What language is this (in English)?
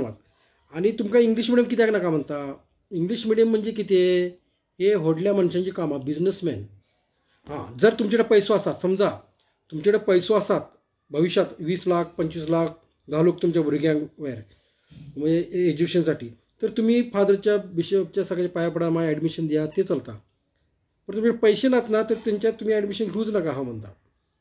Konkani